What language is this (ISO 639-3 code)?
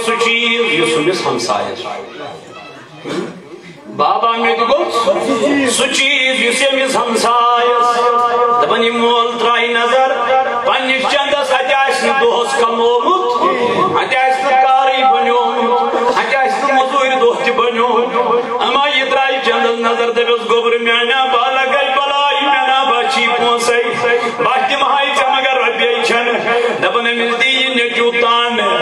kas